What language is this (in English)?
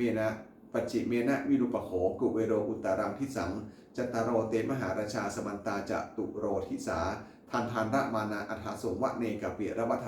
Pali